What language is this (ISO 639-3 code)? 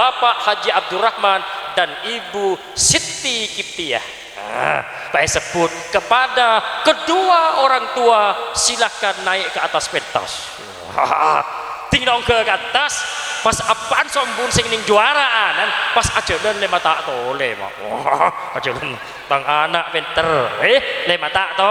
mad